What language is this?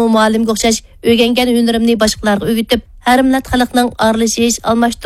Uyghur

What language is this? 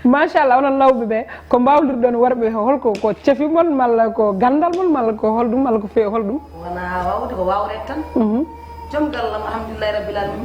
Fula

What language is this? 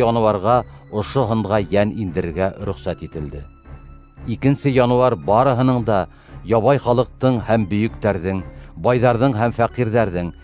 Bashkir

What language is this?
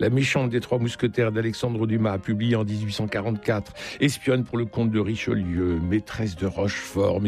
French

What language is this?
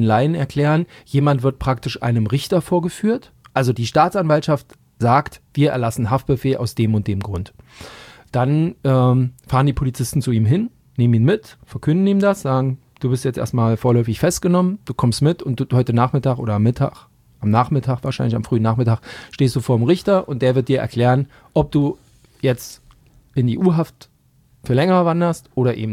German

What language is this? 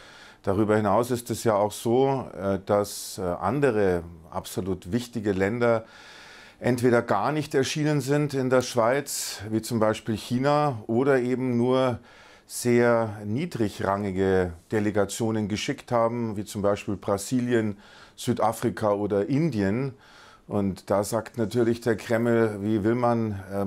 German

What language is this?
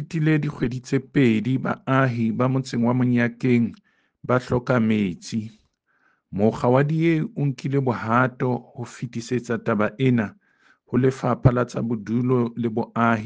Southern Sotho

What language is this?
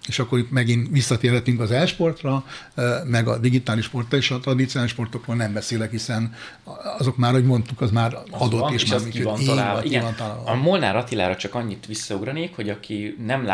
Hungarian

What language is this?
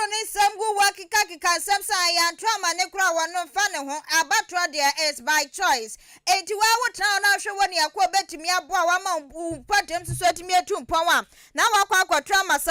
Akan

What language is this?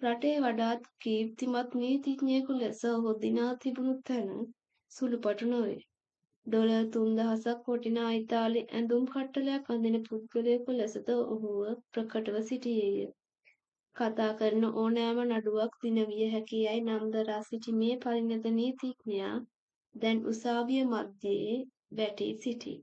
Sinhala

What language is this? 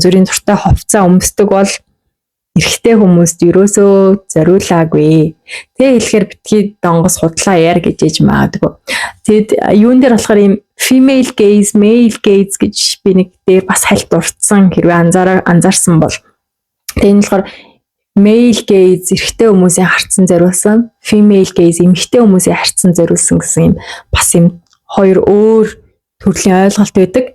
Mongolian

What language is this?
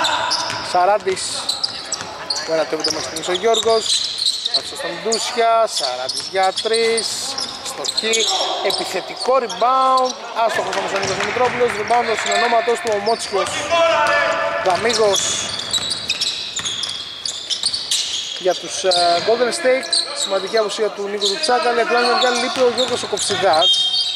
Greek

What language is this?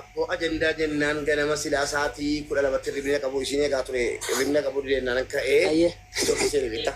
Oromo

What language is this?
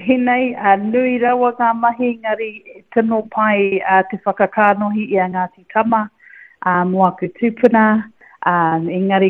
Māori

